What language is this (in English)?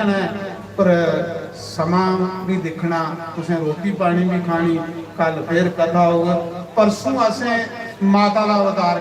Dogri